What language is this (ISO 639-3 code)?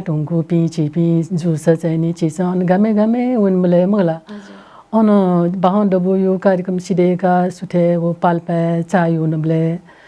new